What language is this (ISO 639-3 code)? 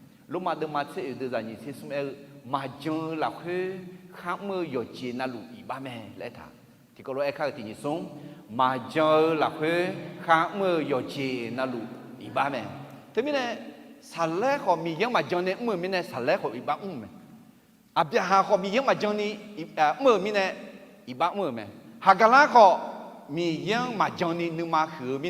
ahk